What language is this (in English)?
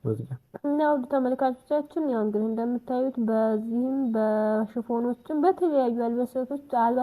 Amharic